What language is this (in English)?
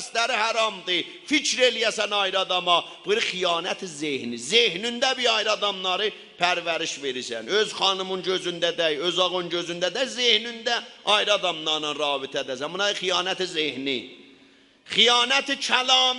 South Azerbaijani